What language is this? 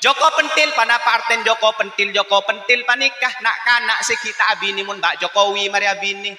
Madurese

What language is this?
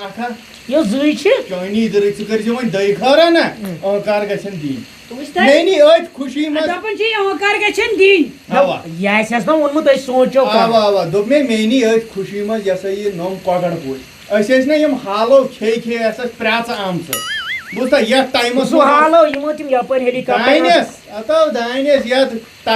Kashmiri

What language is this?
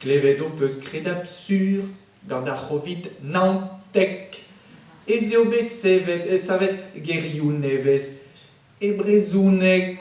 Breton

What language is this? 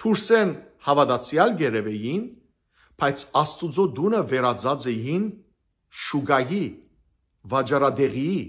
Western Armenian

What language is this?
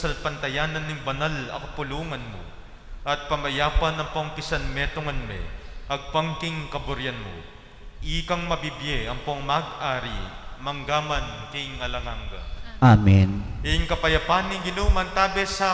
Pampanga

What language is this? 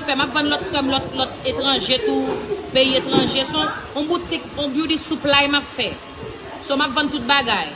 Haitian Creole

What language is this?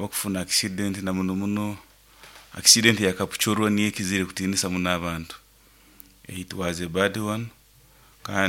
Nyoro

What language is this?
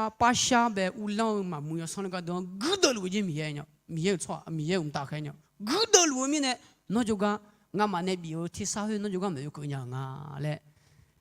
Akha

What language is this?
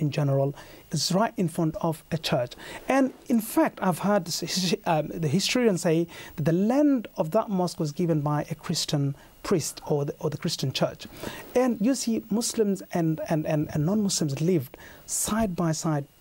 English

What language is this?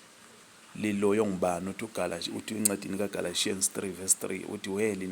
North Ndebele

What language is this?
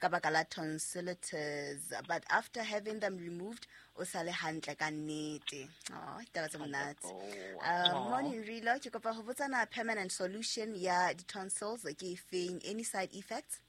Southern Sotho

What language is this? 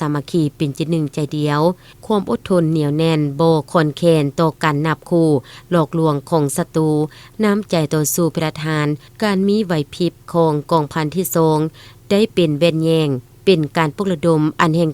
Lao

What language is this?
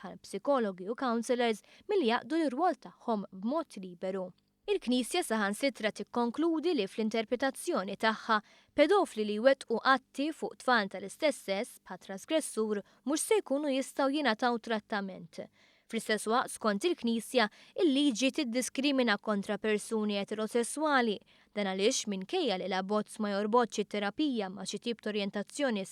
Maltese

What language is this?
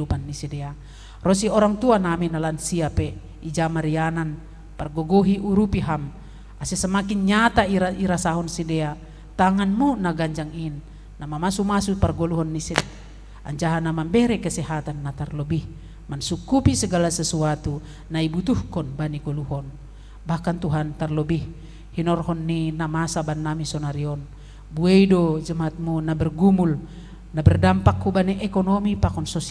Batak Simalungun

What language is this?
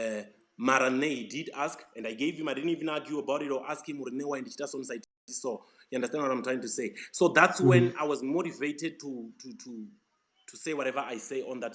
Venda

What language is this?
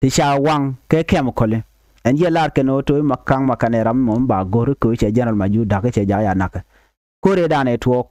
Nuer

